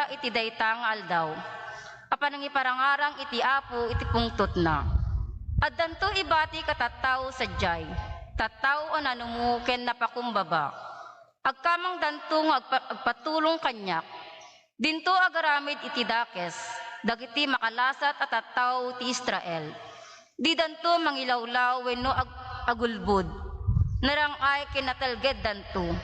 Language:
Iloko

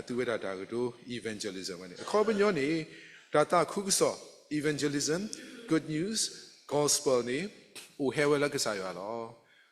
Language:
S'gaw Karen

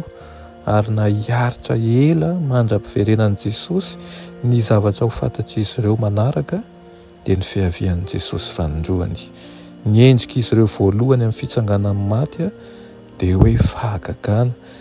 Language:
Malagasy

